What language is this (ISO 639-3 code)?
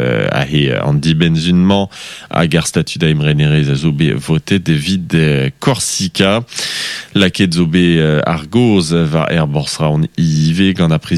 bre